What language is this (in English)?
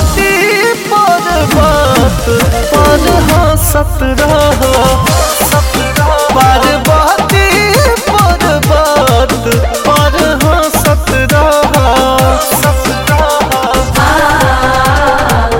Bhojpuri